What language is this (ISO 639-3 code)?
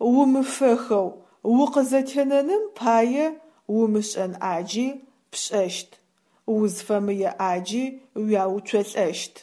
ady